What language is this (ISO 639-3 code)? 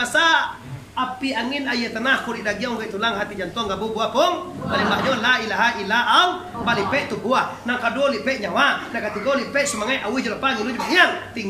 min